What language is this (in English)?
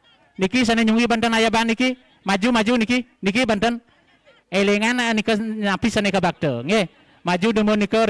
Balinese